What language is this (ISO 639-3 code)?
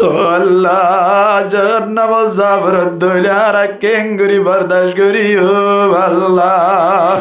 rhg